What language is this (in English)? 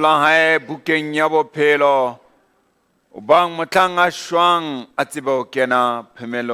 Southern Sotho